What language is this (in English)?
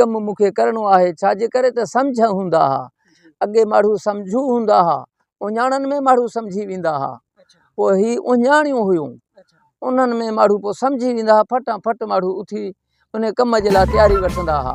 Sindhi